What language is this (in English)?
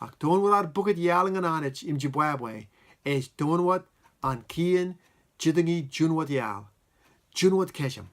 Marshallese